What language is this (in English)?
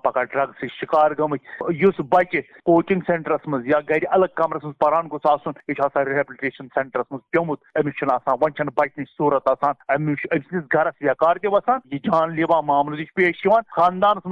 Kashmiri